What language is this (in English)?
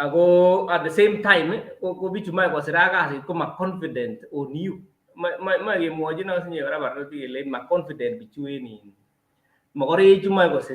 Kalenjin